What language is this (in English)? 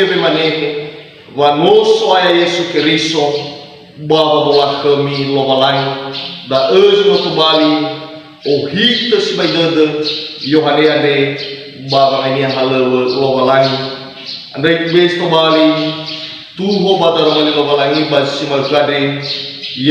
Nias